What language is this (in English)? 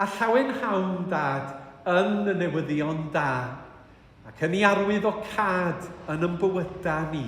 Welsh